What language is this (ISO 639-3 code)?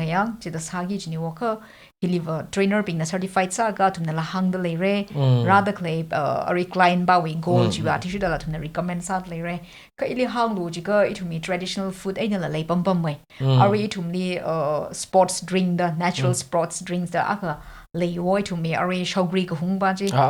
nmf